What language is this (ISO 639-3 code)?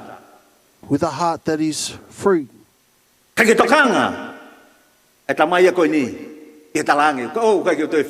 ton